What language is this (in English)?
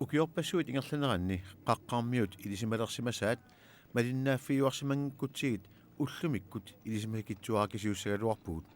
Kalaallisut